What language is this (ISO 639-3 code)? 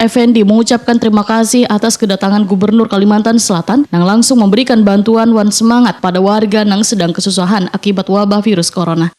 bjn